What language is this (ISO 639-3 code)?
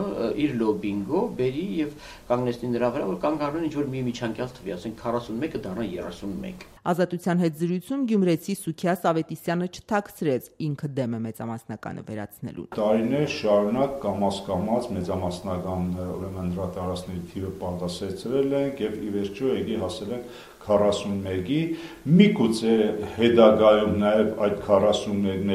hye